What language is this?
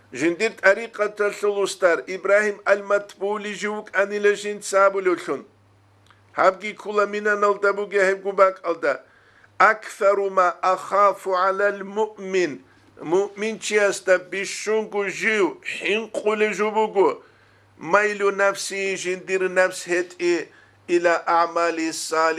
Avaric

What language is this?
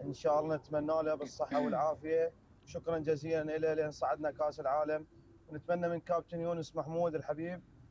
Mesopotamian Arabic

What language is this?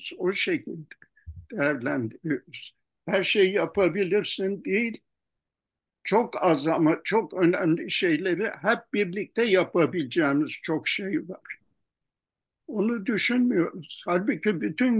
Turkish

